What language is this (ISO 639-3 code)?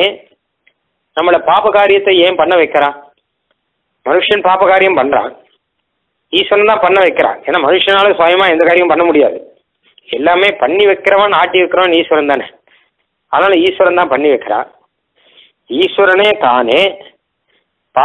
tam